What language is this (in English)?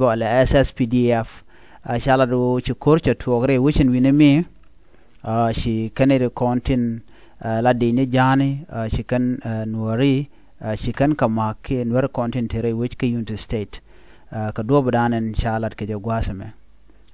Nuer